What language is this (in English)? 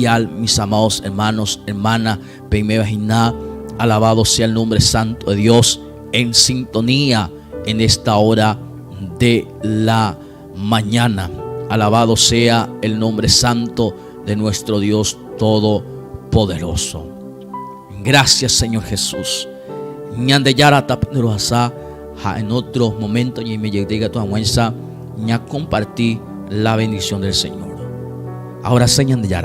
Guarani